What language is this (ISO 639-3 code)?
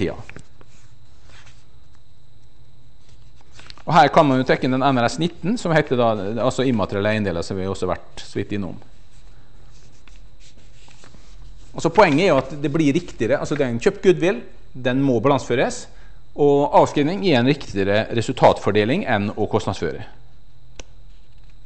nor